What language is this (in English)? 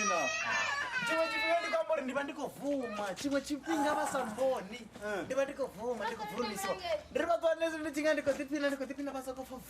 Venda